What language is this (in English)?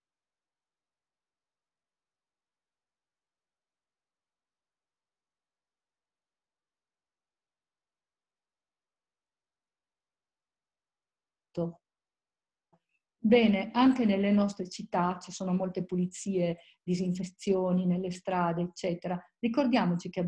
Italian